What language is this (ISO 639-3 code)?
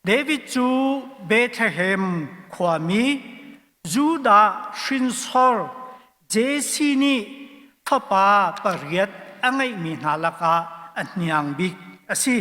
cnh